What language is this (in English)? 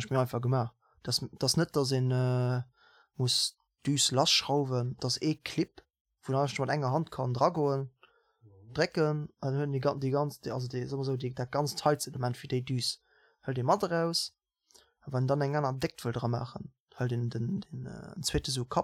Luxembourgish